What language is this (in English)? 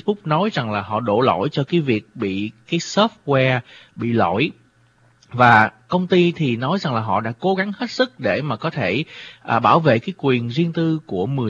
Vietnamese